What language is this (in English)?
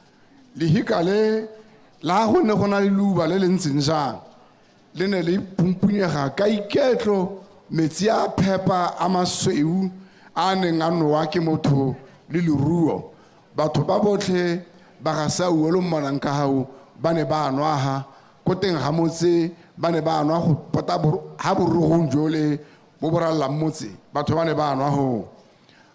Tswana